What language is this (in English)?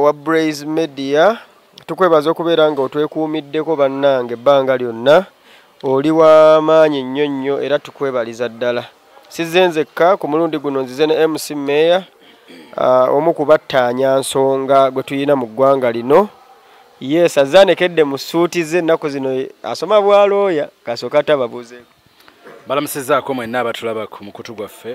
Ganda